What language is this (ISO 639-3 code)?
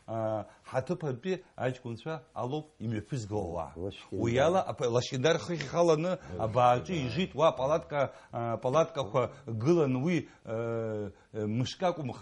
abk